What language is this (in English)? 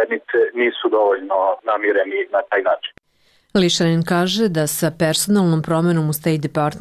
Serbian